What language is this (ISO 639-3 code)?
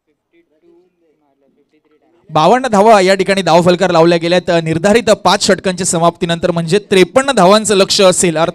mar